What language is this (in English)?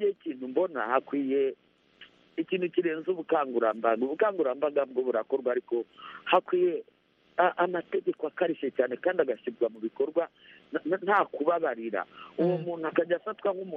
Kinyarwanda